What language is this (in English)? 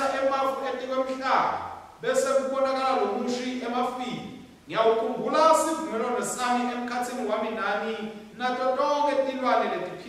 Swati